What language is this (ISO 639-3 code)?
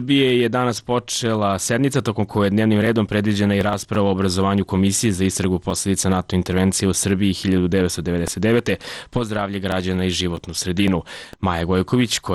srp